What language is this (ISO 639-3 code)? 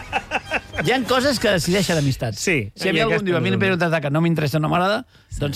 cat